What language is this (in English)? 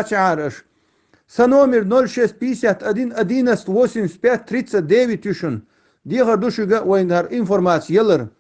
Chechen